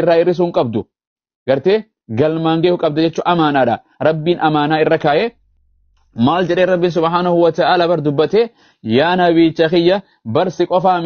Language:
Oromo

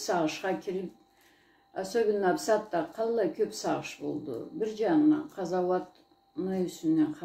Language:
Karachay-Balkar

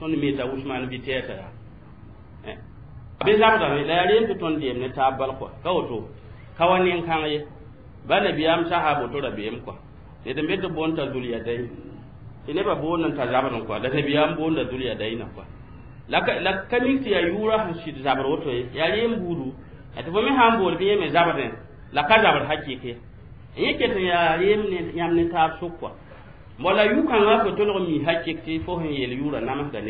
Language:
Mossi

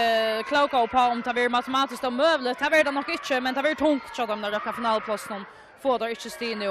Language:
Faroese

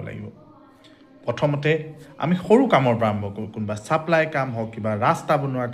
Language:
Assamese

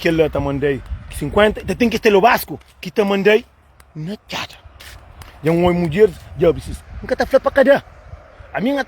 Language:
Kabuverdianu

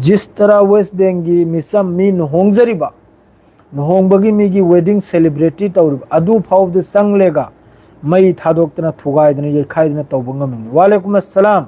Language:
Manipuri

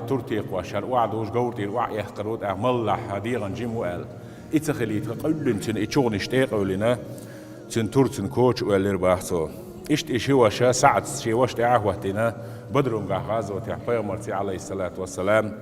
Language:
Chechen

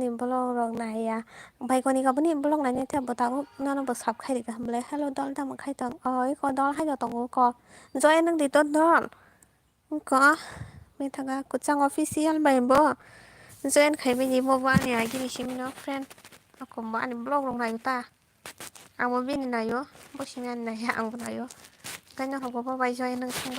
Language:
Kok Borok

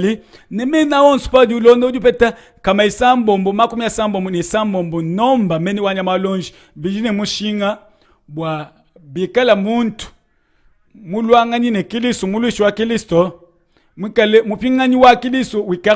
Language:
Luba-Lulua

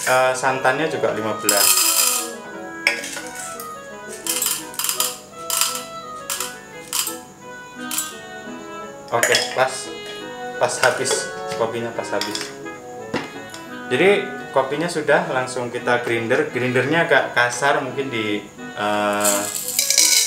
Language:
Indonesian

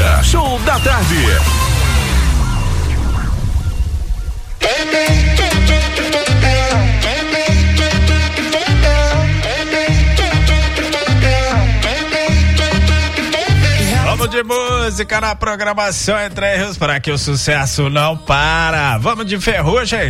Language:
Portuguese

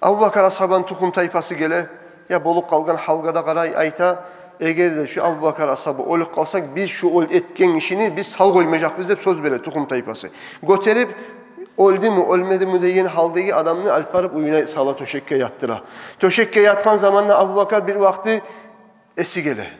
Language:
Kumyk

